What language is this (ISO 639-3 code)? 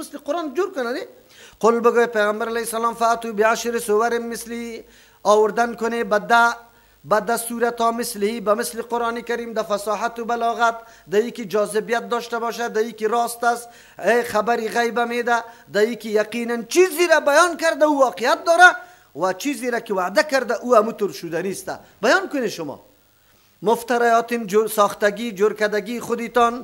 fas